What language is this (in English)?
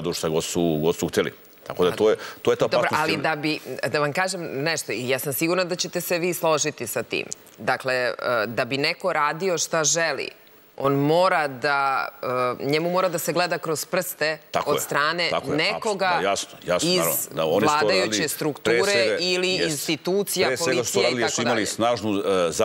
Serbian